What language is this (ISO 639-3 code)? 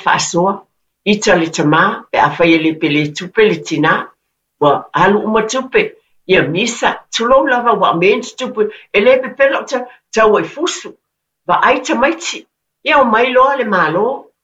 smo